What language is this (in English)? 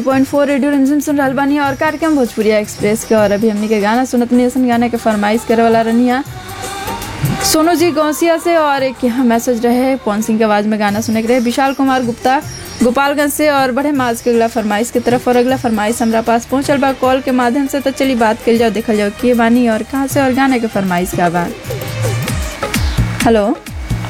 Bhojpuri